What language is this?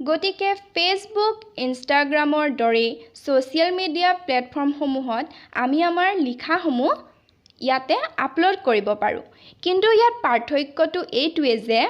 Assamese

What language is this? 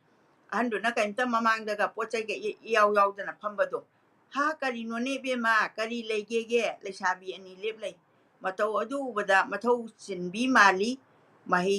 Manipuri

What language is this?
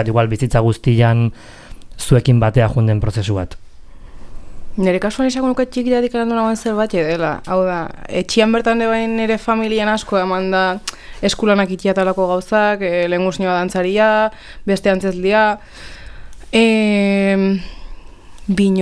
Basque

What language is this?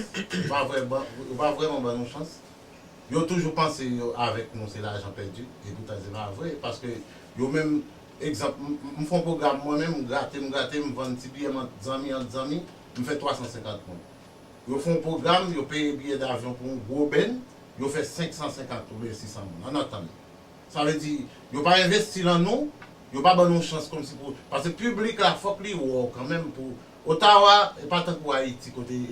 Haitian Creole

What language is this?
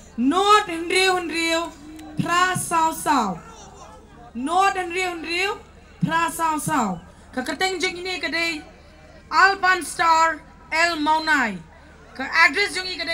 Khasi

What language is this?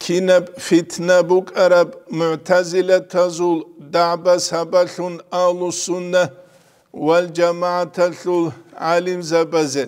Avaric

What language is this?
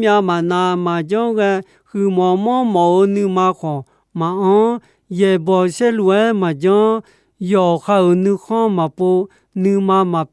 Akha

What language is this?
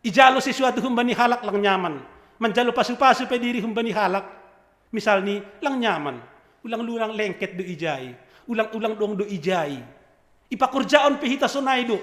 Batak Simalungun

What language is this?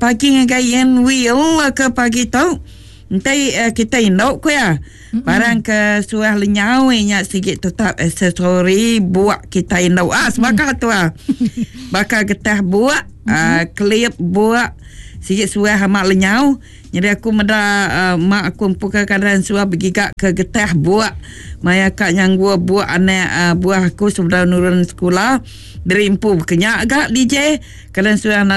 Iban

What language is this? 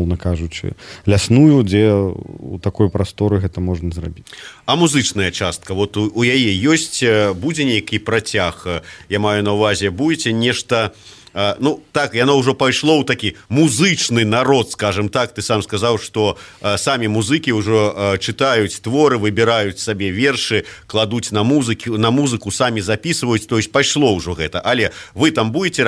Belarusian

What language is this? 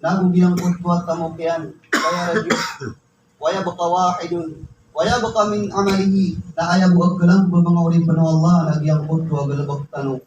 Maranao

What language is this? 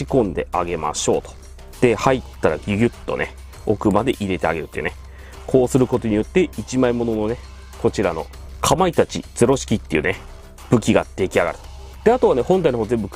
Japanese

